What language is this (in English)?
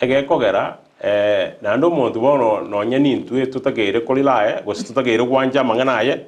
Gusii